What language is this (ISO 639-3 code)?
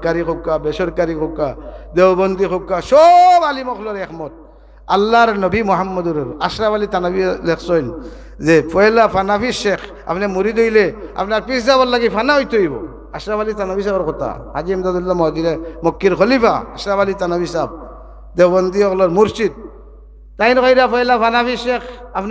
syl